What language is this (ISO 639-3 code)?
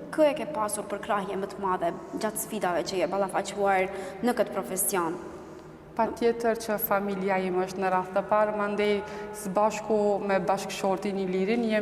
sqi